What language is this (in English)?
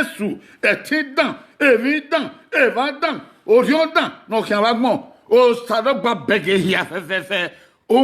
Bini